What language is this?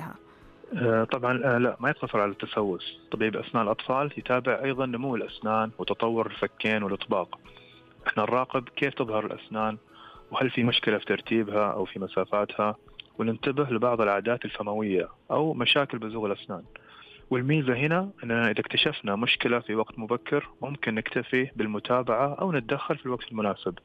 Najdi Arabic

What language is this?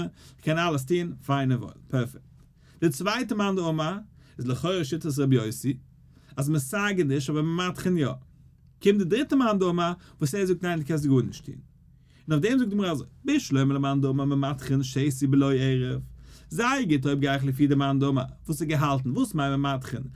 Yiddish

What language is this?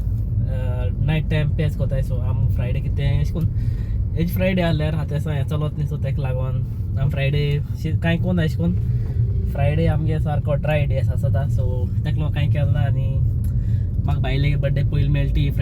Konkani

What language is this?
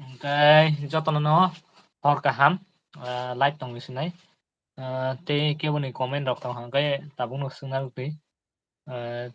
Kok Borok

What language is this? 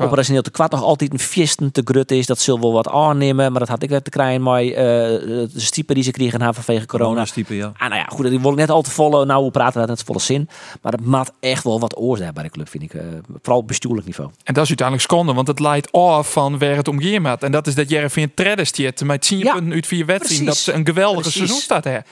Western Frisian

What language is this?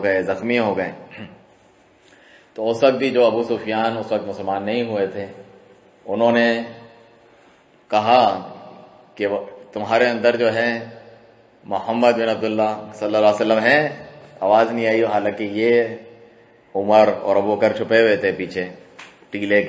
Urdu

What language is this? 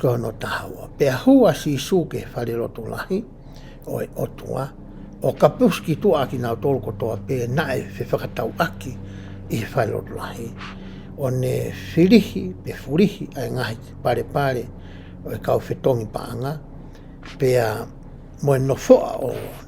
Tongan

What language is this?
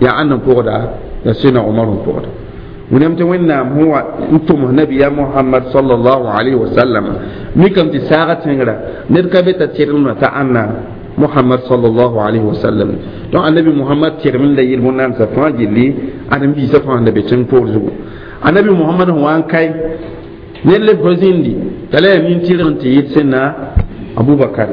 Mossi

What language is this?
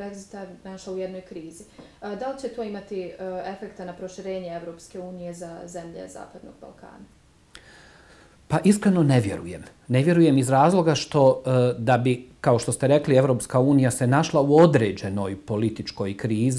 Bosnian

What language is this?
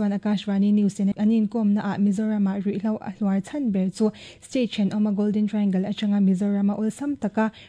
Mizo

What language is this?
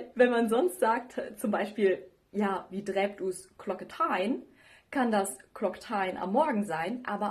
Low German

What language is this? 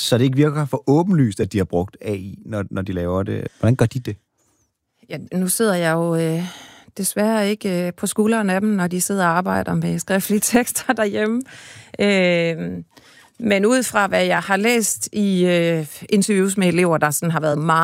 Danish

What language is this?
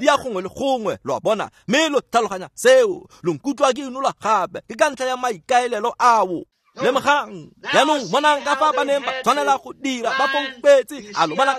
Tswana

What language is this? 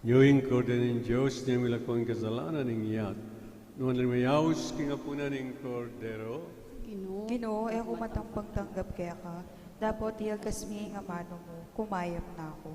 Pampanga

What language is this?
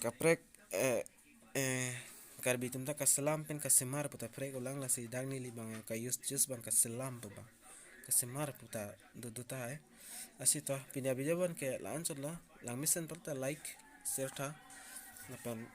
Karbi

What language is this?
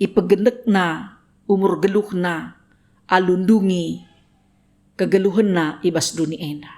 Batak Karo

